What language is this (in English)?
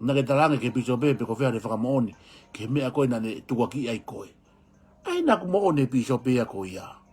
Tongan